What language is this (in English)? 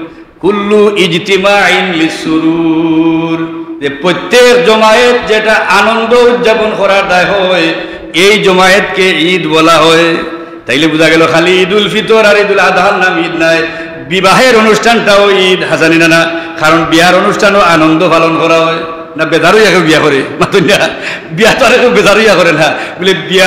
Sylheti